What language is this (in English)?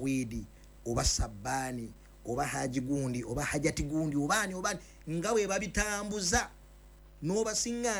Ganda